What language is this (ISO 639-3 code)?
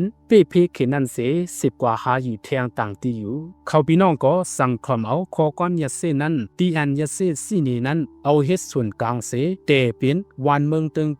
shn